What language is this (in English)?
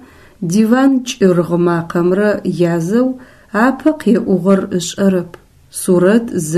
Adyghe